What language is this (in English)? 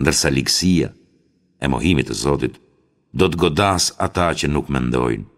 Albanian